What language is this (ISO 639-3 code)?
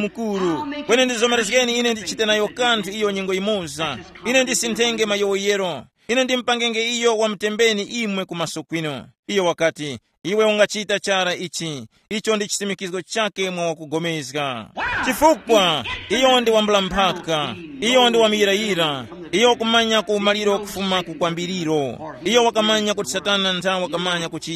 tum